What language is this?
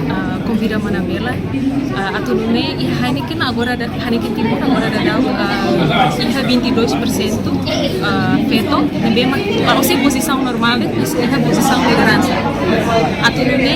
Tetum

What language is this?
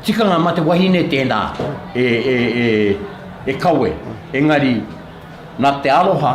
Māori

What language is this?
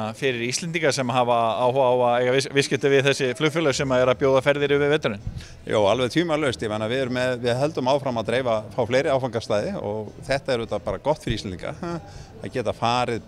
Icelandic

